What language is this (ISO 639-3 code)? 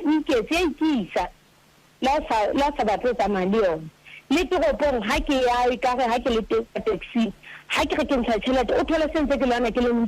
sot